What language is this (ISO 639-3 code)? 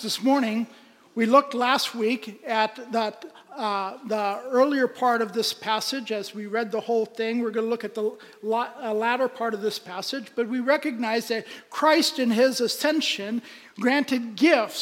eng